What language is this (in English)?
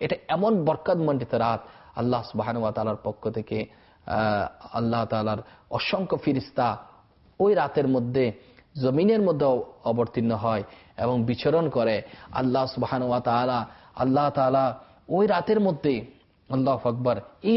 Bangla